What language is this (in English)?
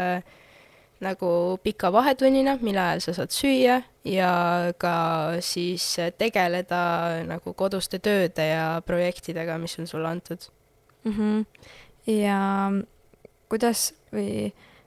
Estonian